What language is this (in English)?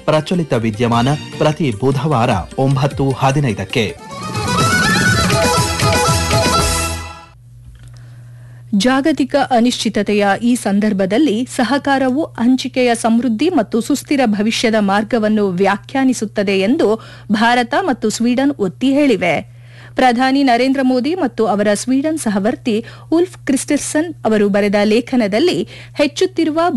Kannada